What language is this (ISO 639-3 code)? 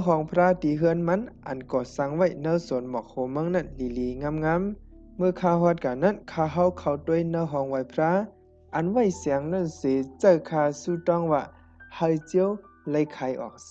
shn